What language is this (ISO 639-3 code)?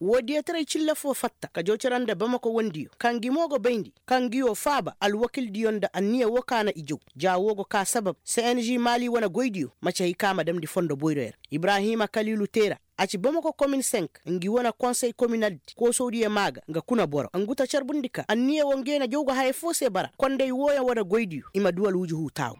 ses